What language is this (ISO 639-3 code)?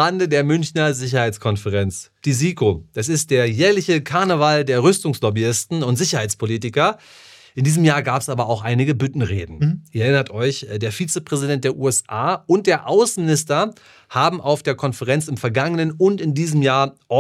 deu